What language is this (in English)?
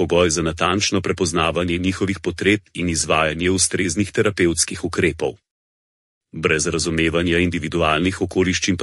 Slovenian